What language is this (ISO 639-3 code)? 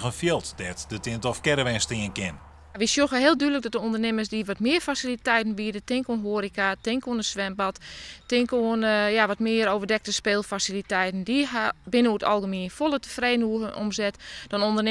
fry